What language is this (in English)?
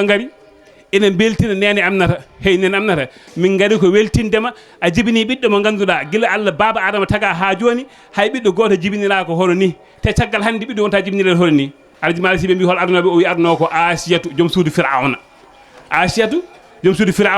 Fula